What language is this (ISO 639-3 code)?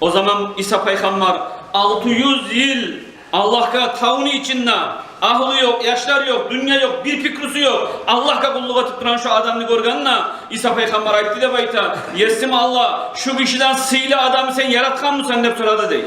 kum